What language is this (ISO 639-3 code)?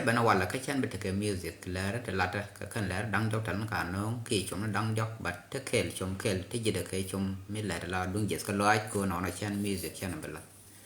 nus